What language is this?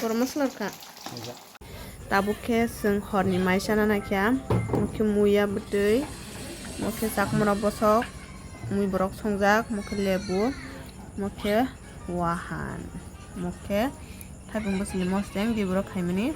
Kok Borok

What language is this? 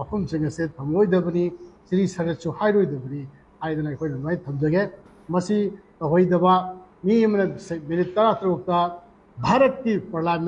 Manipuri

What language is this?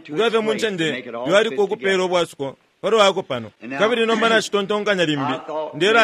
Bemba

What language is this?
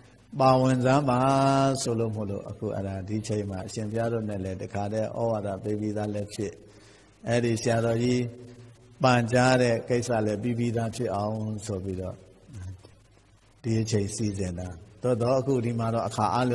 Burmese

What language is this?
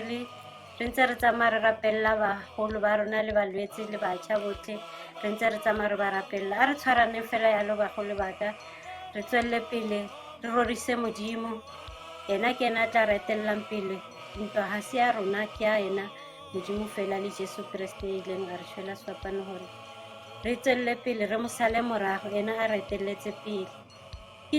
Tswana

